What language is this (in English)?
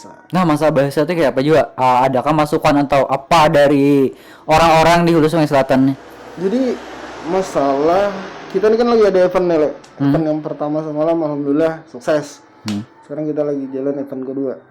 Banjar